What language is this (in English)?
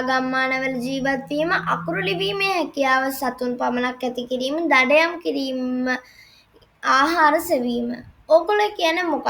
Sinhala